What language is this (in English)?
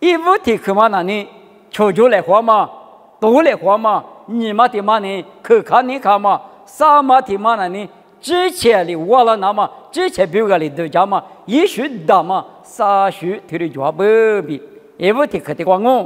Lisu